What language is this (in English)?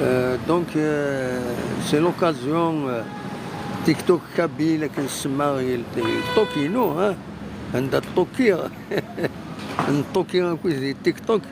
Kabyle